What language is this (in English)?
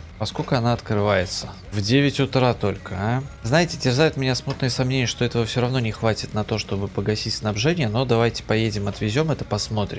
Russian